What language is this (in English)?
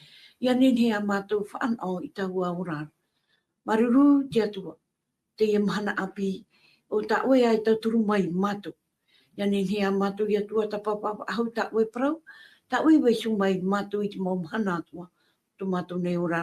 Tahitian